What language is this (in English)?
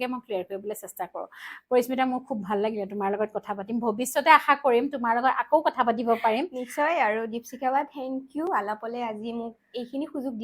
Assamese